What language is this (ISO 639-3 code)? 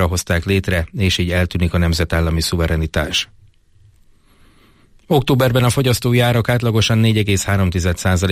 hun